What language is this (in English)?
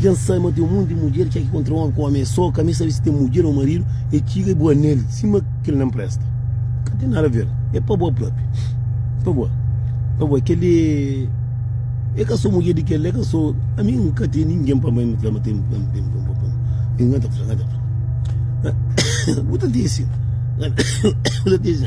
Kabuverdianu